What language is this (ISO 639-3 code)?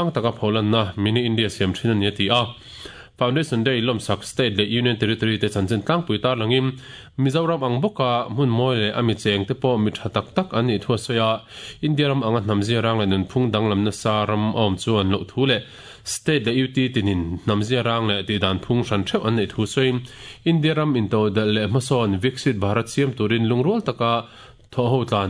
lus